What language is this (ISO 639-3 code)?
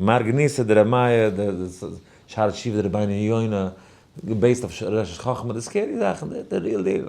yid